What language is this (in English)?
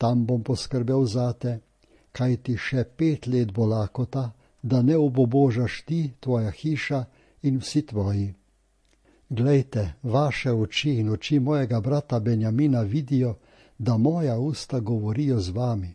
Slovenian